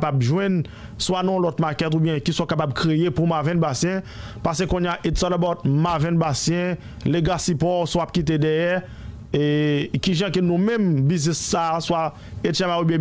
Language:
Haitian Creole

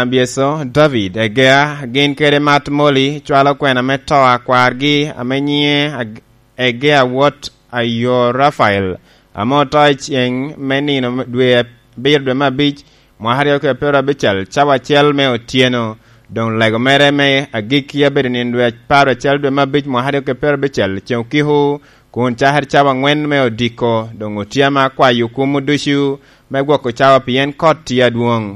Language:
Lango (Uganda)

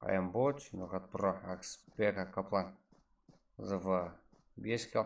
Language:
Kara-Kalpak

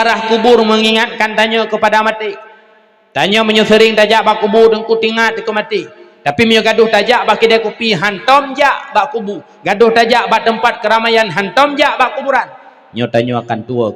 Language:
Achinese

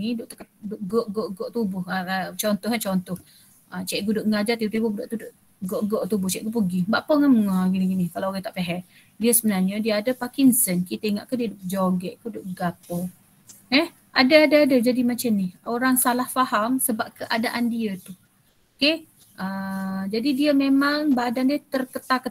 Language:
Malay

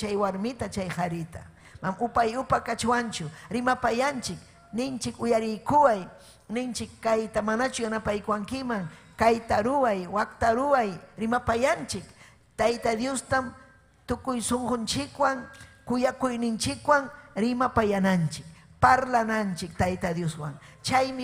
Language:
Ayacucho Quechua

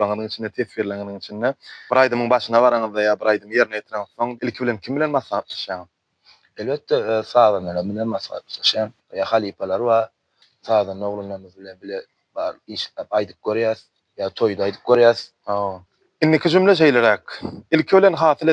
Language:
Turkmen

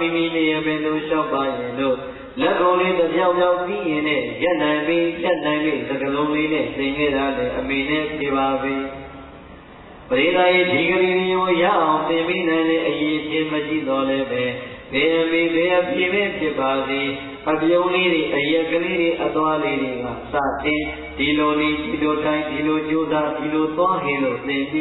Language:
Burmese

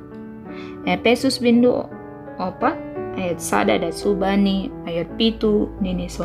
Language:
Batak Simalungun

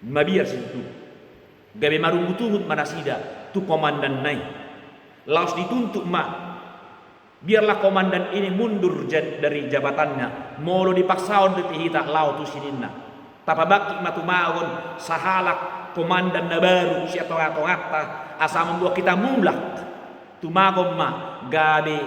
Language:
Batak Toba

